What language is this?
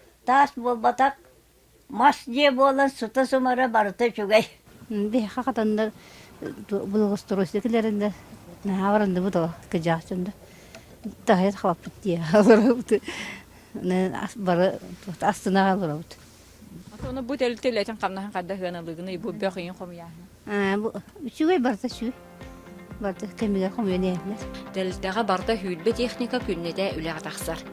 Yakut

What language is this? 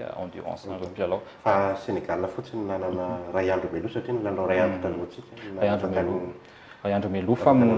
Malagasy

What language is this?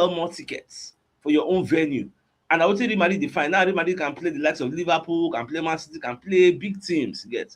Nigerian Pidgin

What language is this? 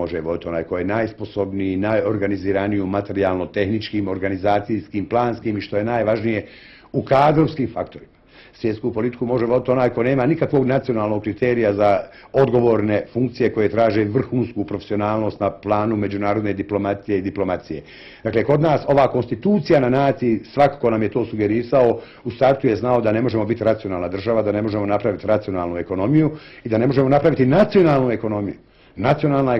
Bosnian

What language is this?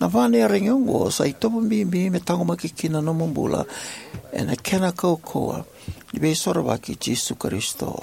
Fijian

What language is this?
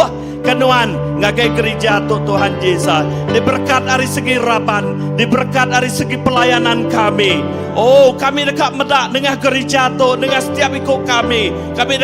Iban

